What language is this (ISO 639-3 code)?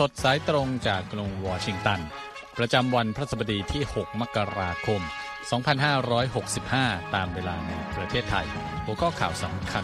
tha